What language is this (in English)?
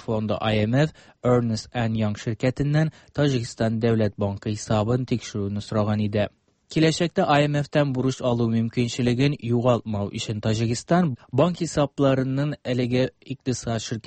Tatar